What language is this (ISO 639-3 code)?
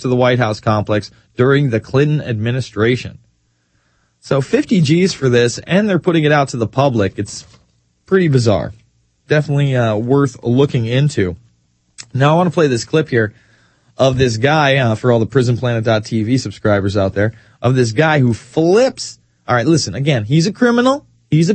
eng